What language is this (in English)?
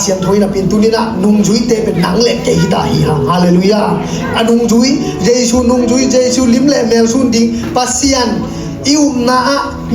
Tedim Chin